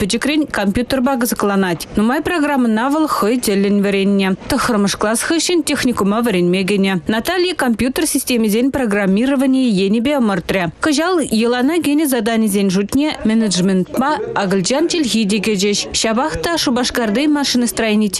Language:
Chuvash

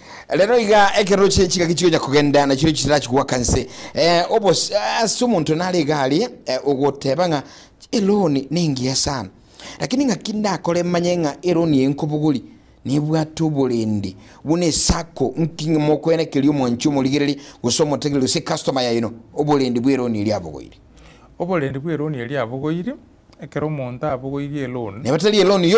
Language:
Gusii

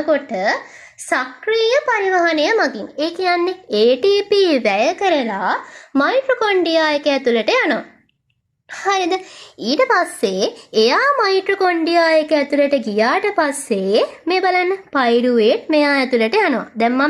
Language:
Sinhala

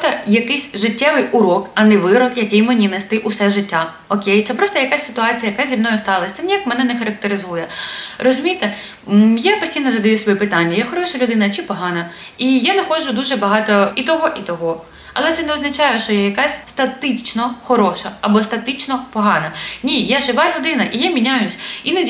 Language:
Ukrainian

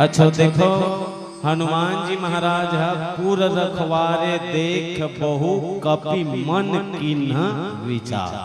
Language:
Chhattisgarhi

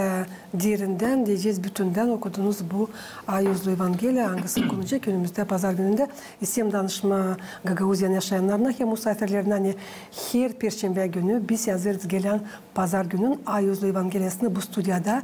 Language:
Gagauz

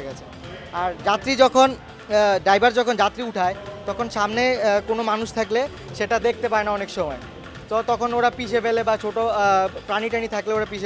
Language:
Bangla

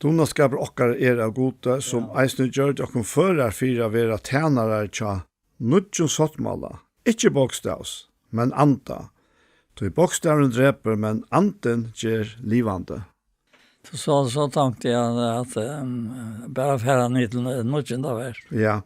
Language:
Faroese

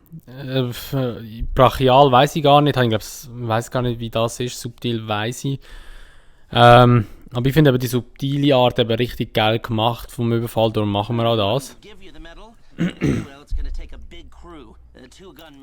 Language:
Swiss German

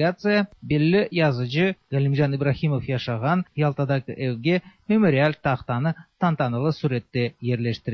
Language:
Tatar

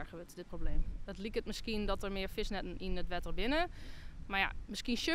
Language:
Western Frisian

